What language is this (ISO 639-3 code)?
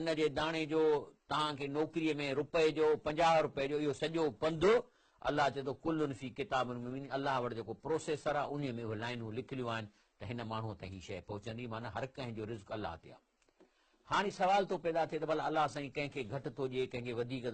snd